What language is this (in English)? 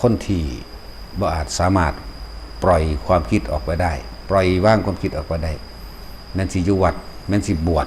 Northeastern Thai